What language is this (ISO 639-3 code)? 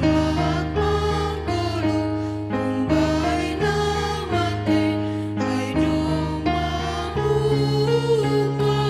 bts